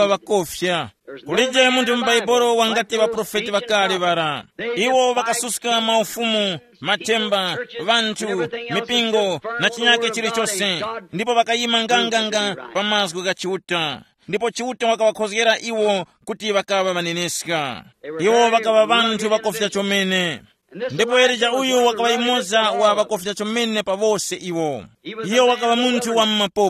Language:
Tumbuka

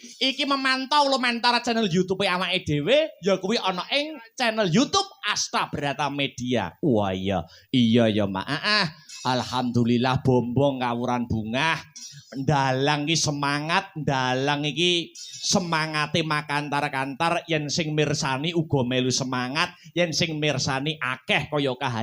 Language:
Javanese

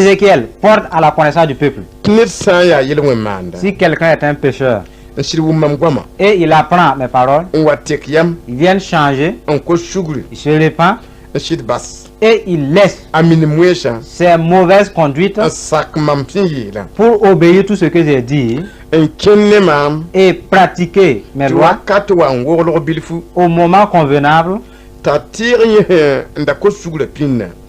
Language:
Mossi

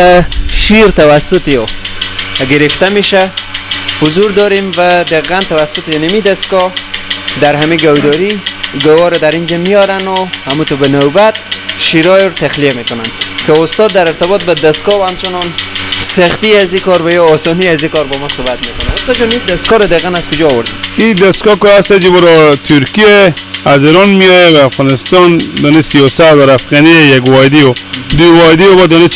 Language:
Persian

